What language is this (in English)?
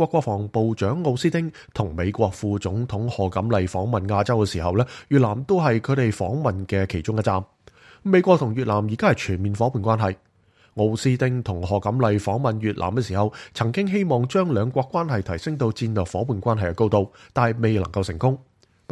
Cantonese